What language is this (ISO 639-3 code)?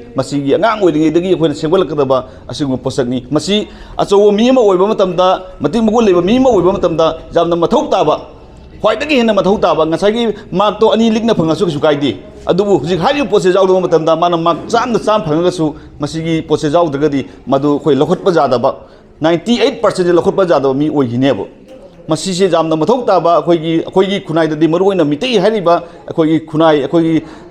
mni